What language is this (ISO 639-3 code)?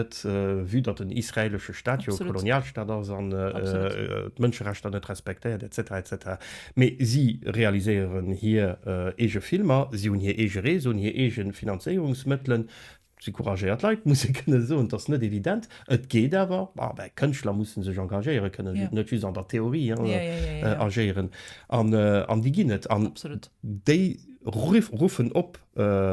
ltz